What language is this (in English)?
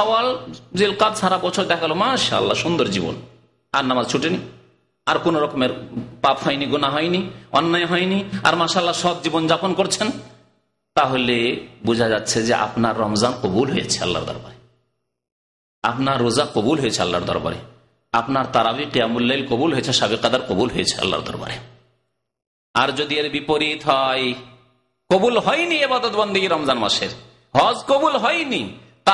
Bangla